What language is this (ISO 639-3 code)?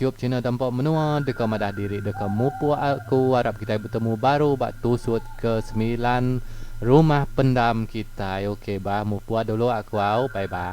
iba